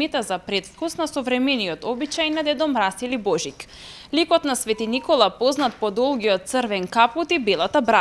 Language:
Macedonian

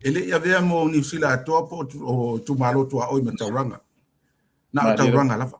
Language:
Samoan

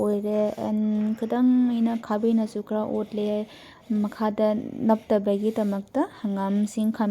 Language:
Manipuri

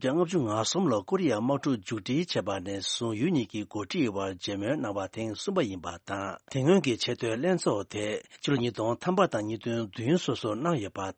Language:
Tibetan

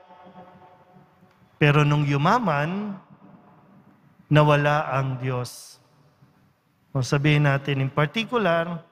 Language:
Filipino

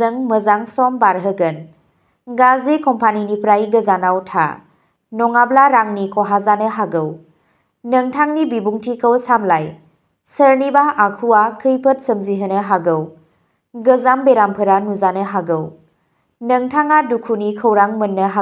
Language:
Bodo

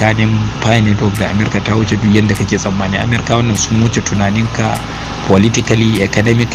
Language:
Hausa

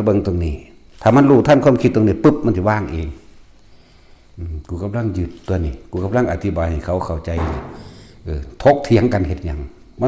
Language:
Lao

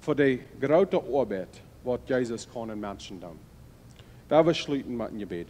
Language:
Plautdietsch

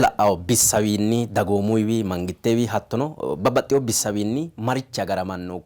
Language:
Sidamo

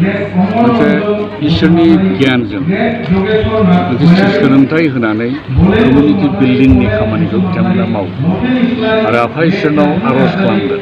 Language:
Bodo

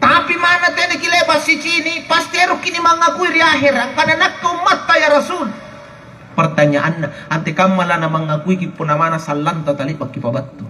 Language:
Makasar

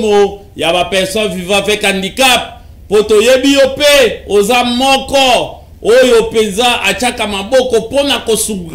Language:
Lingala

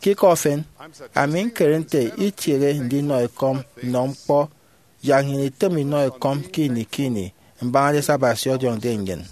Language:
Efik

